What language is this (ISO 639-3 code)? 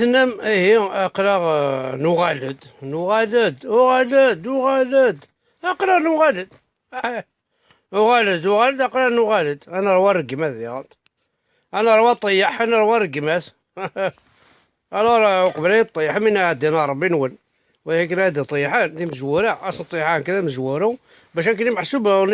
kab